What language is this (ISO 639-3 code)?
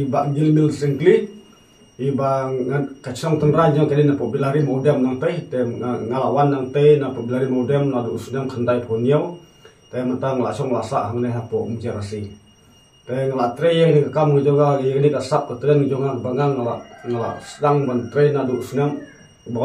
kha